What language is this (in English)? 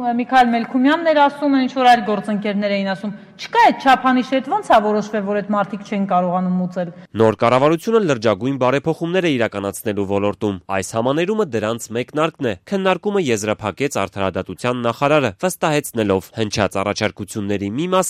Armenian